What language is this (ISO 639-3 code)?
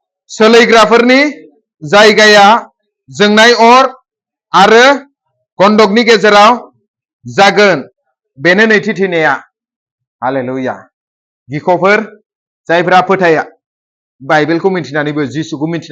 brx